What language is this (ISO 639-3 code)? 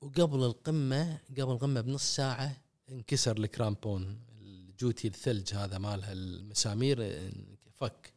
afb